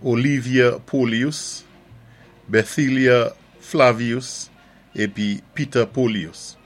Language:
Saint Lucian Creole French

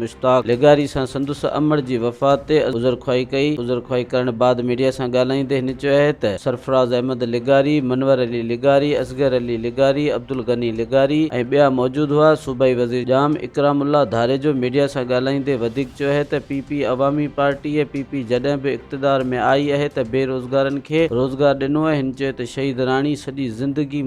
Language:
Sindhi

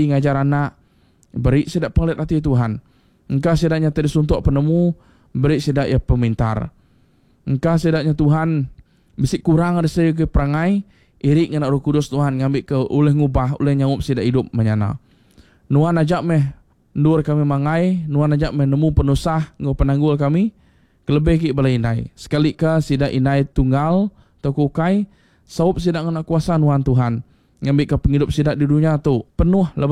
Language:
Iban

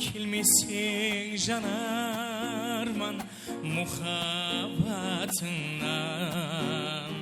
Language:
Kara-Kalpak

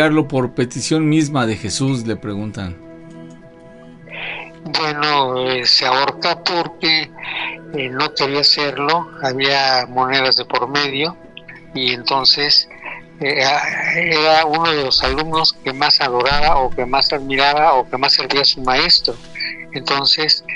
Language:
Spanish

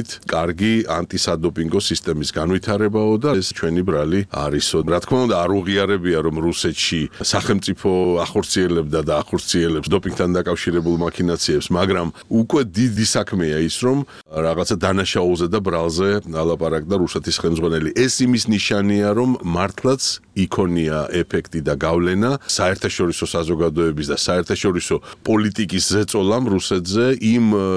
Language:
Georgian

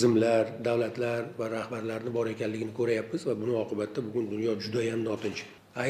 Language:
Uzbek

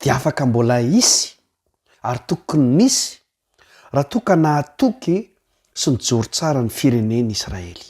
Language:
Malagasy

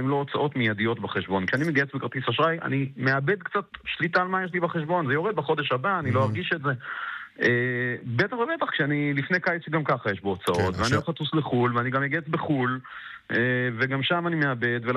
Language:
Hebrew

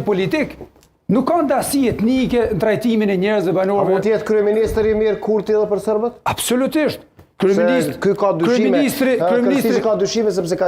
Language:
Albanian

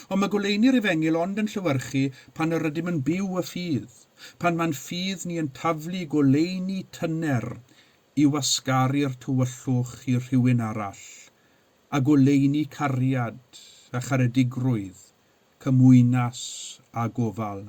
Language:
Welsh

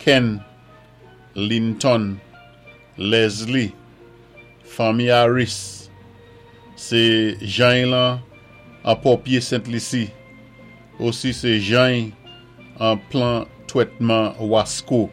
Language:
Saint Lucian Creole French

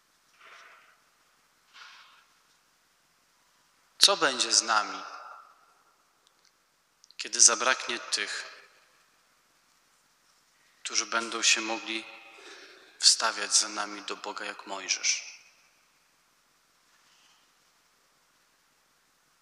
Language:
Polish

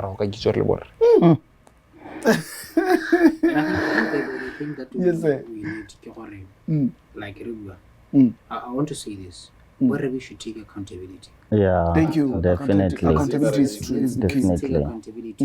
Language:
Tswana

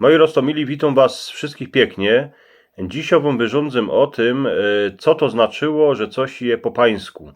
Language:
Silesian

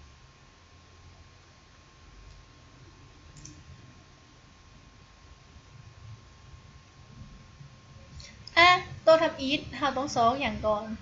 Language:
Lao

